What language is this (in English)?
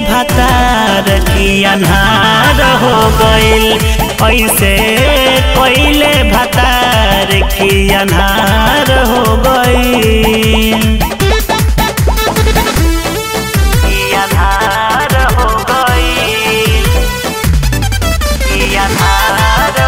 Bhojpuri